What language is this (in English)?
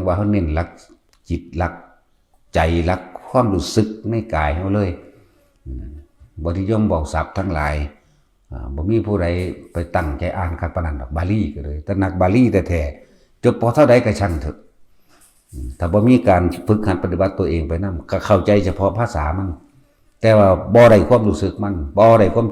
Northeastern Thai